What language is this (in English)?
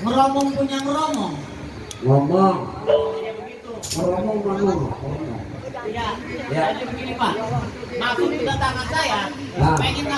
Betawi